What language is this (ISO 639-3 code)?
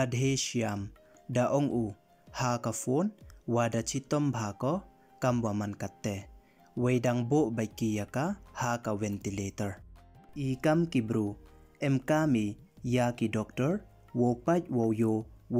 pbv